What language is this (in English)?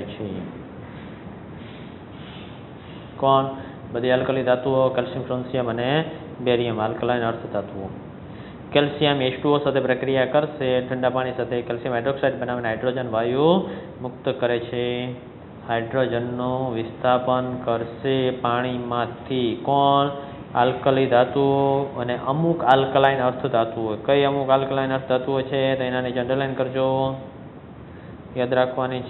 Gujarati